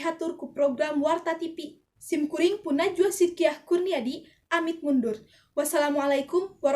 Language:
Sundanese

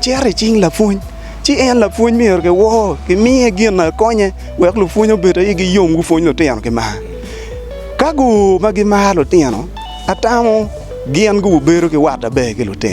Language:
Acoli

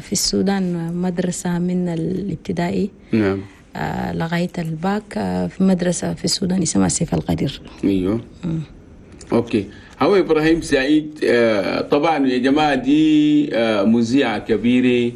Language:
Chadian Arabic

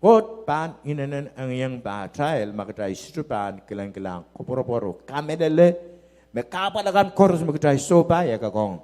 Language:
Pohnpeian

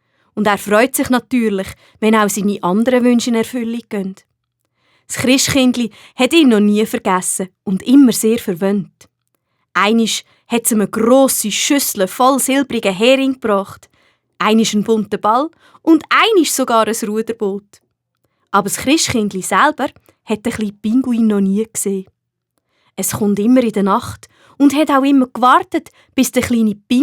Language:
Swiss German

